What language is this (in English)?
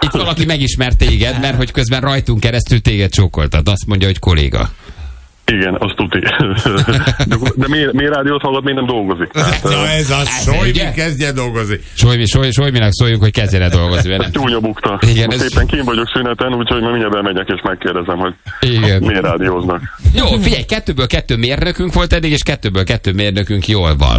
Hungarian